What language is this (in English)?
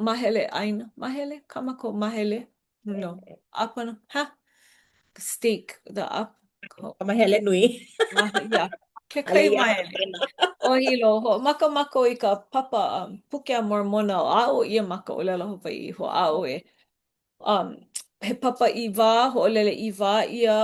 Hawaiian